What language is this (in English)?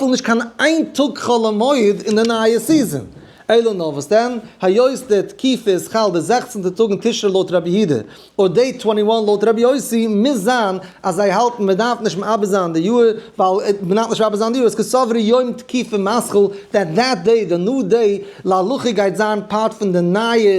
Yiddish